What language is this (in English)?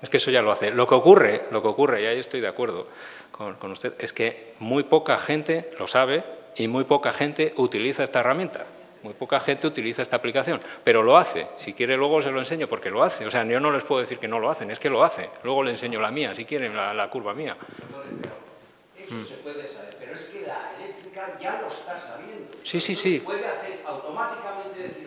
Spanish